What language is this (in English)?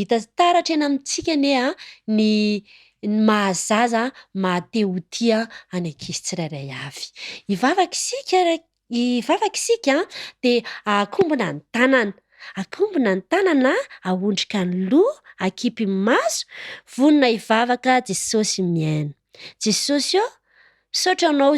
Malagasy